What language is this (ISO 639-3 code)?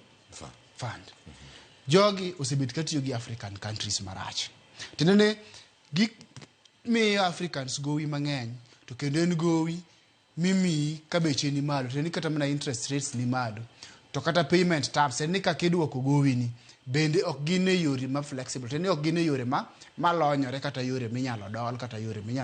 luo